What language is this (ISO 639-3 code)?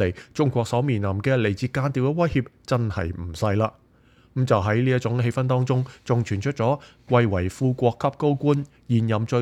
yue